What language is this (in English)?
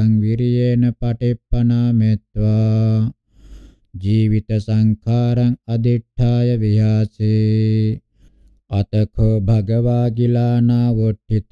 Pali